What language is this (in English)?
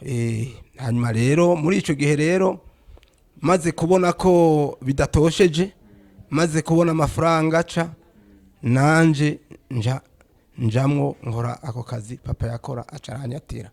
Rundi